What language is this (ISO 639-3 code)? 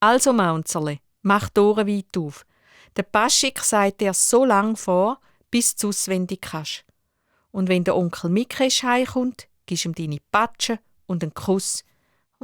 gsw